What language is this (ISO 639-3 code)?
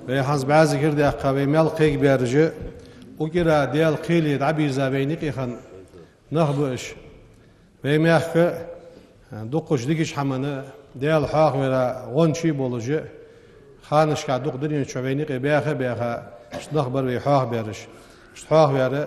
inh